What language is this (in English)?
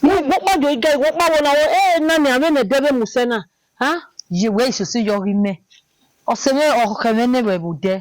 Bini